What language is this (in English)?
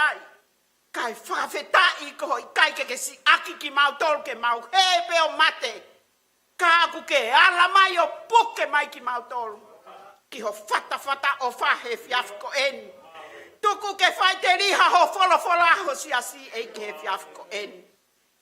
Tongan